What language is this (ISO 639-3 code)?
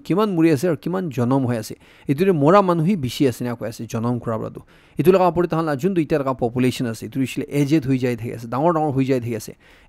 nag